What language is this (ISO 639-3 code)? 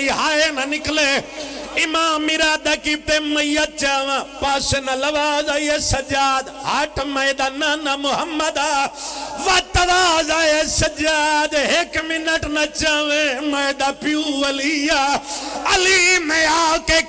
phr